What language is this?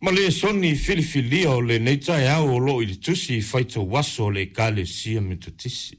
Samoan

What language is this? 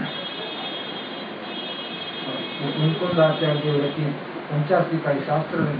Gujarati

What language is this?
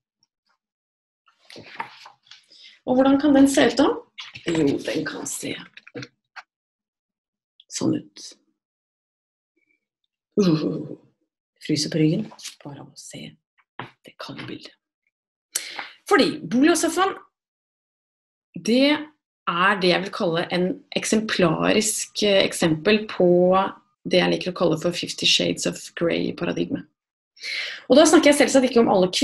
Norwegian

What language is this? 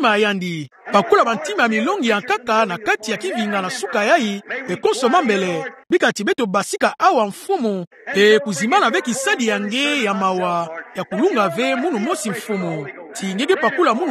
Kituba (Democratic Republic of Congo)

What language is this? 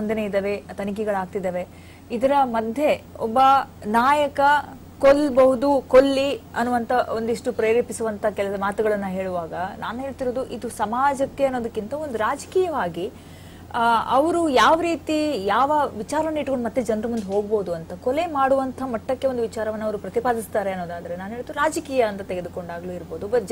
Kannada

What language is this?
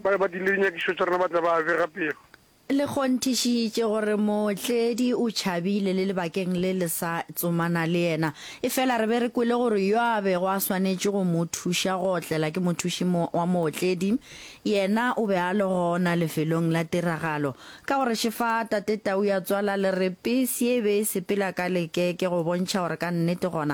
Northern Sotho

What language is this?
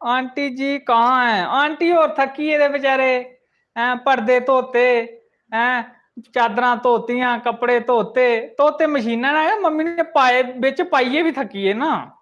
Dogri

